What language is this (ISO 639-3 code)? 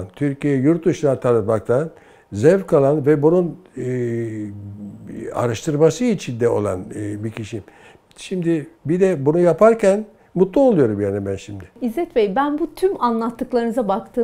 tur